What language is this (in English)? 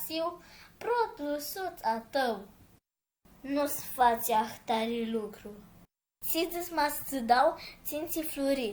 Aromanian